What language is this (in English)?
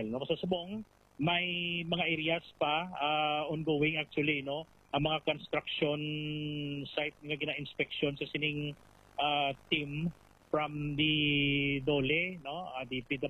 Hiligaynon